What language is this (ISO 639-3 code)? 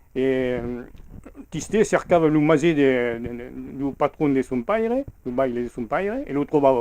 oci